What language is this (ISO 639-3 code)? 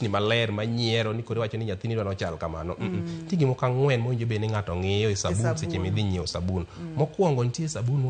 luo